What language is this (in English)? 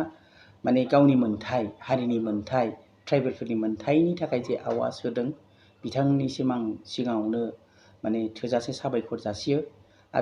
Bodo